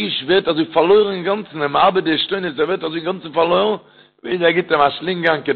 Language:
Yiddish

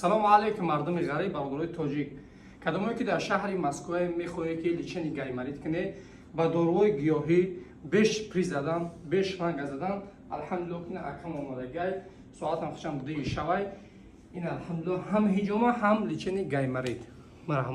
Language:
Tajik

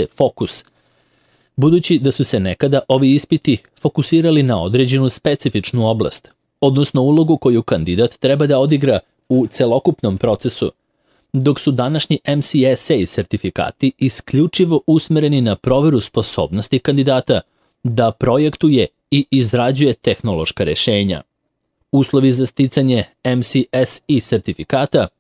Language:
Serbian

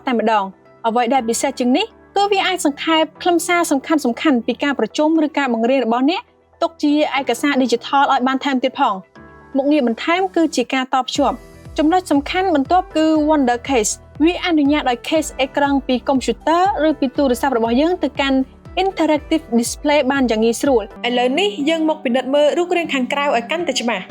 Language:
Khmer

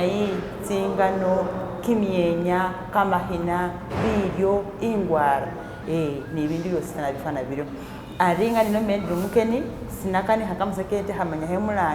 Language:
Masaaba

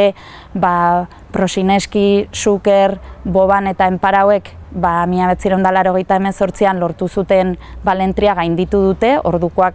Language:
Basque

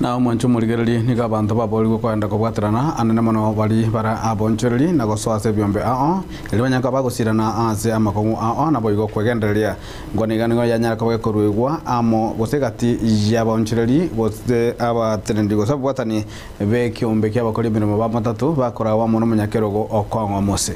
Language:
Gusii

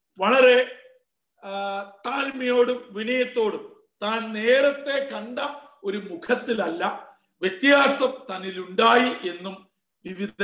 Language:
Malayalam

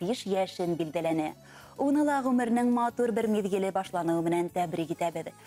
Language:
Bashkir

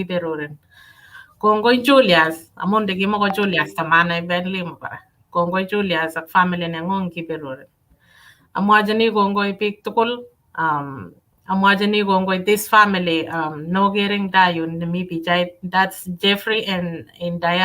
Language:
Kalenjin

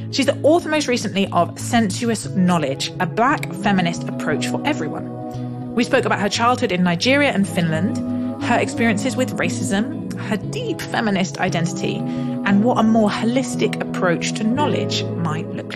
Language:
English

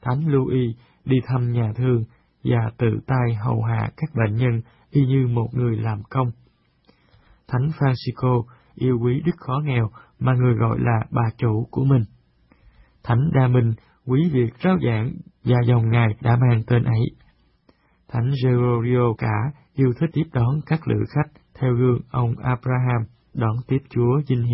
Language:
Vietnamese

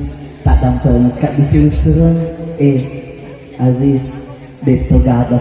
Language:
Buginese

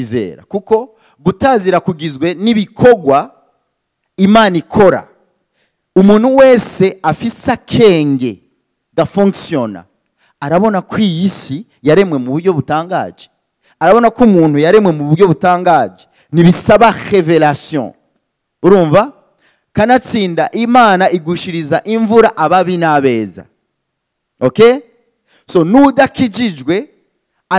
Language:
Rundi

